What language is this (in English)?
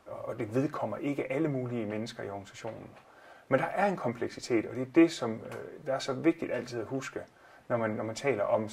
Danish